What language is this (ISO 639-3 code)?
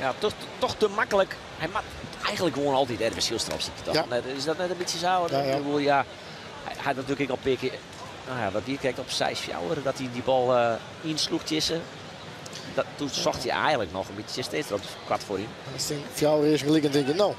fry